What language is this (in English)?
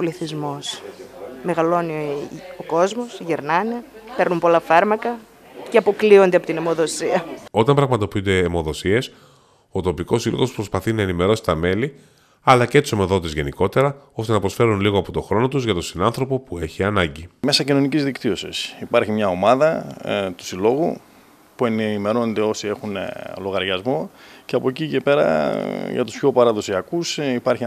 Greek